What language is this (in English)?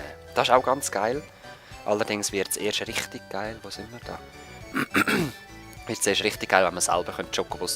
Swiss German